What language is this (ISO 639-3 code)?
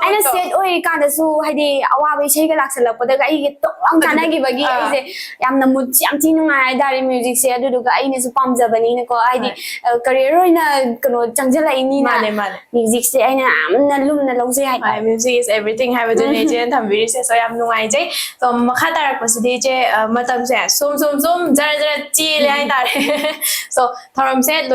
mni